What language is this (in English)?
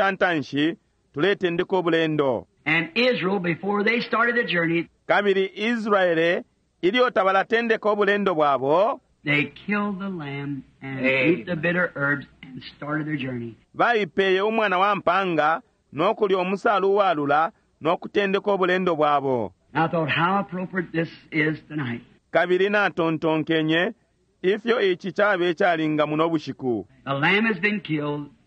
Bemba